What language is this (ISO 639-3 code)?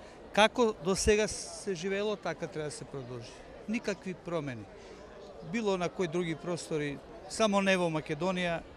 mkd